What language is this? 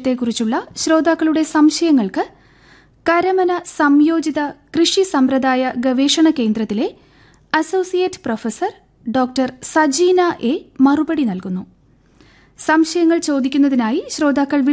Malayalam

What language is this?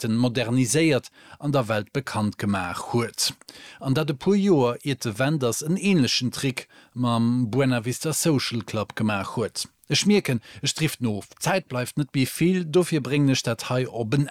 Luxembourgish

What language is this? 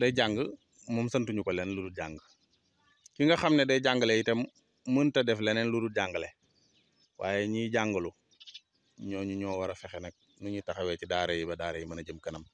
Wolof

